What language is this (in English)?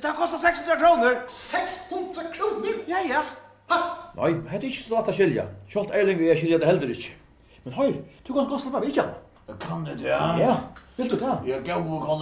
Faroese